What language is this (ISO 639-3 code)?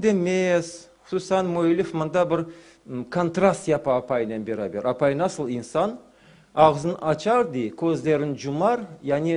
crh